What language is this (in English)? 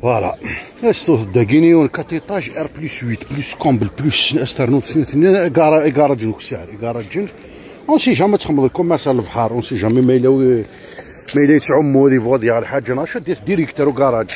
Kabyle